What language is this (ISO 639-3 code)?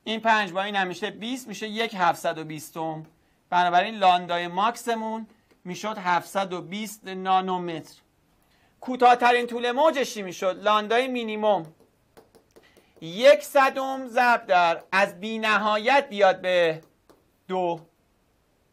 fas